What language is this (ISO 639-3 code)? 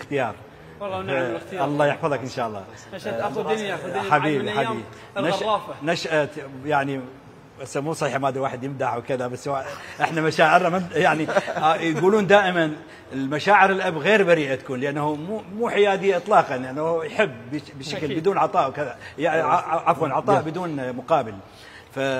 acm